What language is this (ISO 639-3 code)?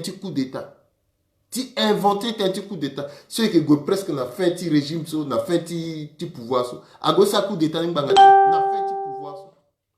sag